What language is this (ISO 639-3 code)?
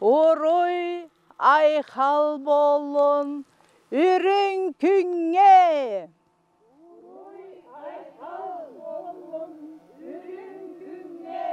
sah